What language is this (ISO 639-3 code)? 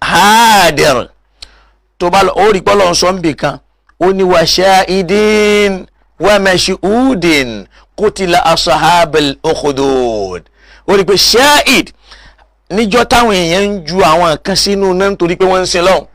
yor